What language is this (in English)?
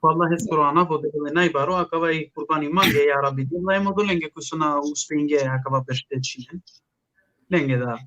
Balkan Romani